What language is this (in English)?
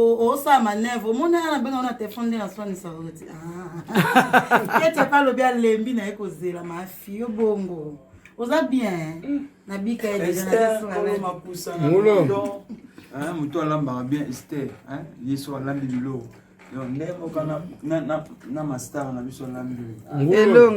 Lingala